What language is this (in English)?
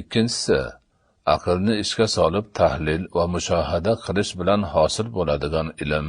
Uzbek